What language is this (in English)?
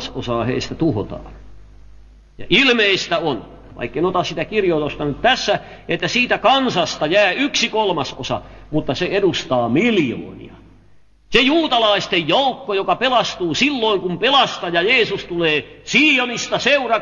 Finnish